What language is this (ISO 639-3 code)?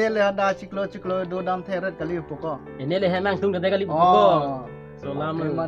mjw